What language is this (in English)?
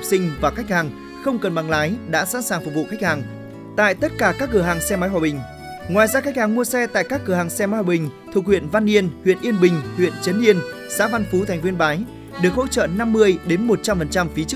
Vietnamese